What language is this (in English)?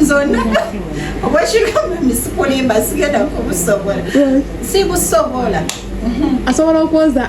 Ganda